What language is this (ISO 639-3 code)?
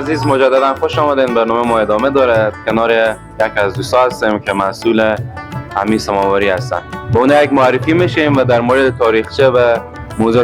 fas